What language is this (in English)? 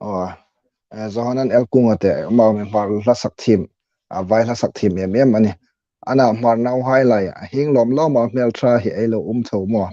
Hmar